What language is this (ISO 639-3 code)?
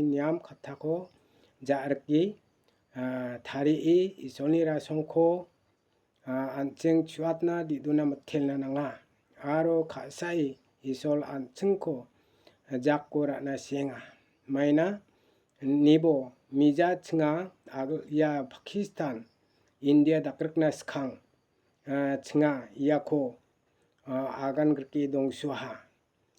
grt